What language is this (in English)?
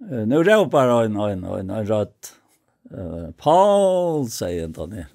Faroese